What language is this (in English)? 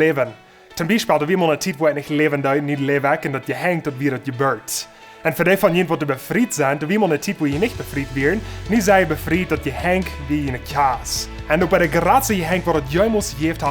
Plautdietsch